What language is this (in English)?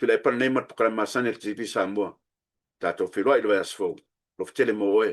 Samoan